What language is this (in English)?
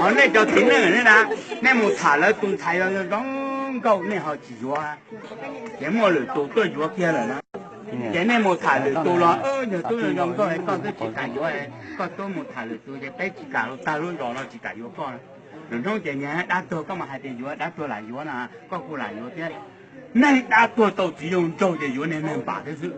Hmong